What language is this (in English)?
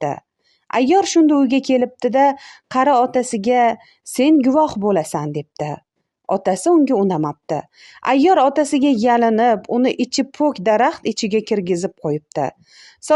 Uzbek